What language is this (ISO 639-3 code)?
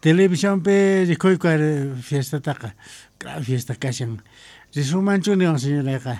que